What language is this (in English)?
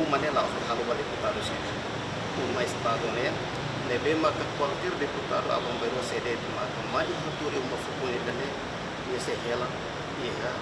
Tetum